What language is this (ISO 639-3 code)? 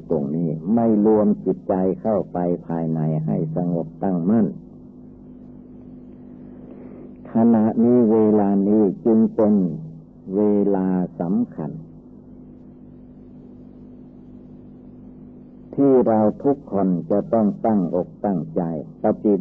tha